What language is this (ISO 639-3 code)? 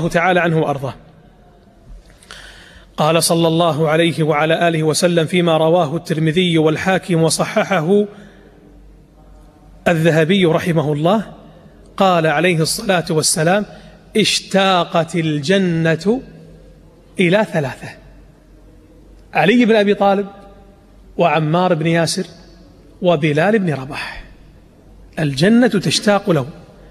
ara